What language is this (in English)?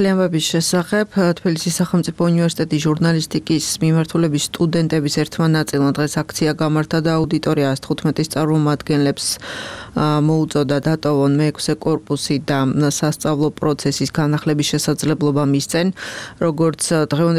Georgian